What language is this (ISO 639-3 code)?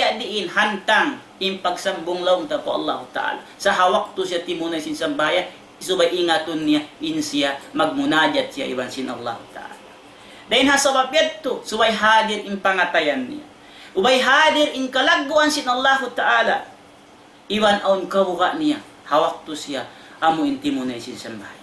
tsg